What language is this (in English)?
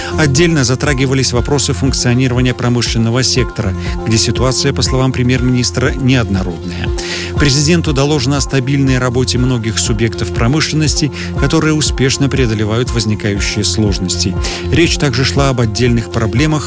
Russian